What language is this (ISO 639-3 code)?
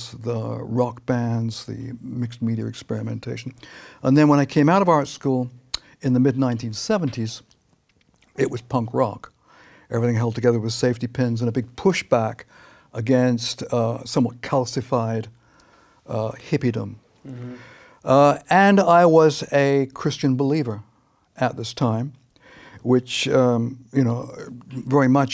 eng